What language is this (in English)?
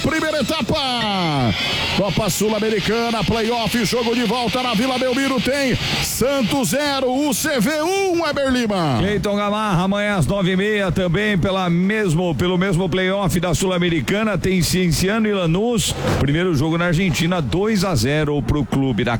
Portuguese